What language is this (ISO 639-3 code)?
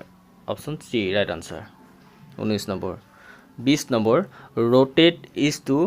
asm